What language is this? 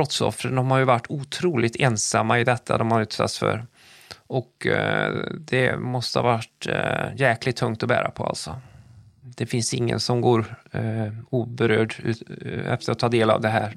Swedish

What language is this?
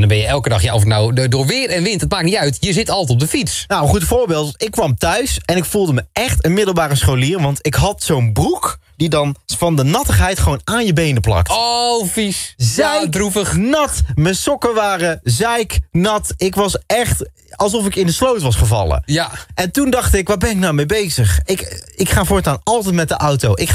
Dutch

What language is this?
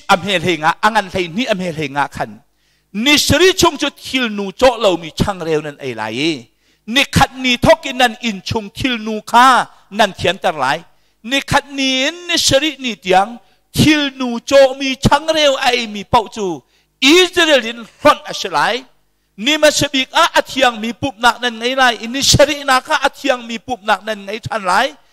Hakha Chin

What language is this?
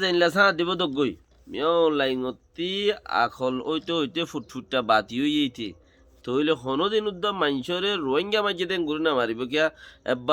Rohingya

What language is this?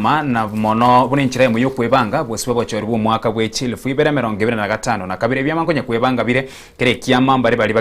Gusii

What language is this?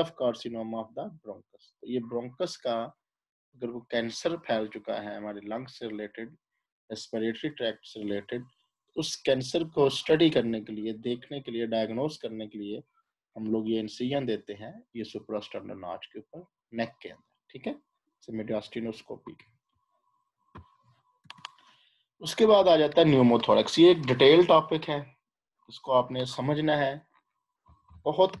Hindi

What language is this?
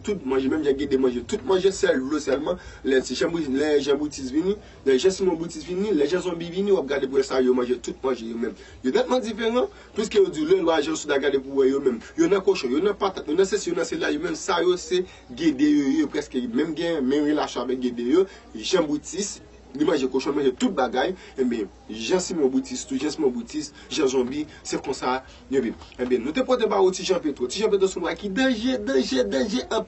Haitian Creole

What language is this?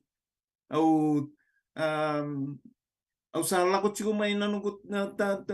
Fijian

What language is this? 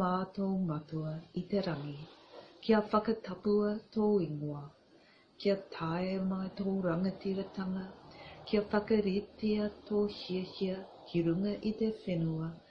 Māori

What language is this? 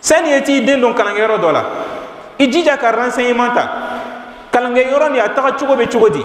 Bambara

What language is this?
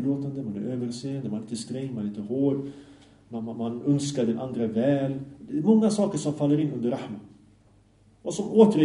Swedish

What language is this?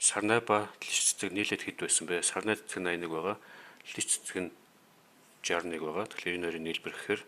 Mongolian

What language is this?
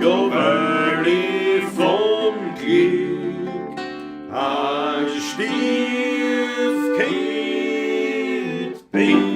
Bavarian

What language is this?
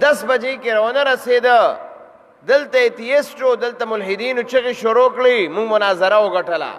Pashto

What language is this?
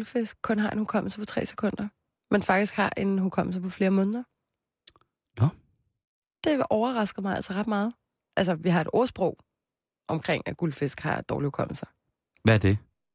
Danish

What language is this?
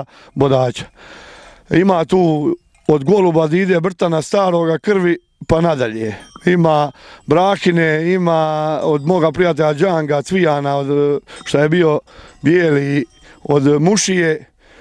Croatian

